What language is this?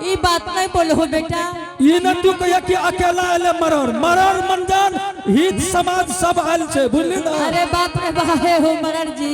Angika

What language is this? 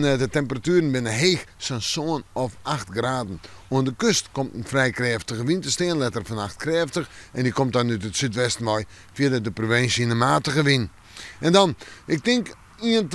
Western Frisian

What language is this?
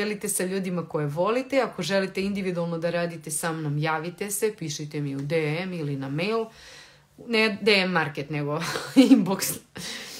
Serbian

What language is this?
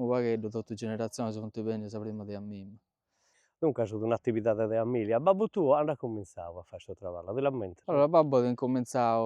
Sardinian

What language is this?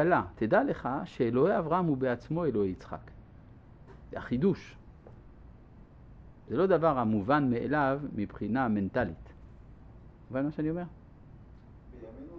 Hebrew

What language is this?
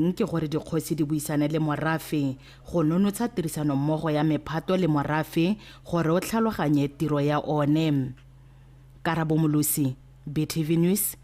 Tswana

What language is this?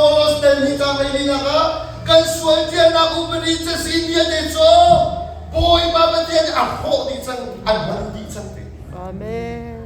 Hakha Chin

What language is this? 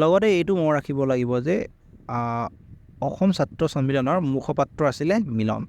Assamese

